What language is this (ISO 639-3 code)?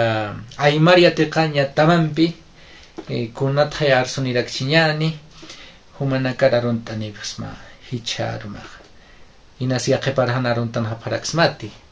aym